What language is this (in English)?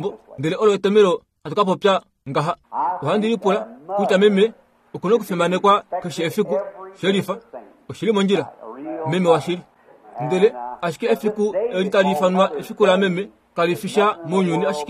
Kuanyama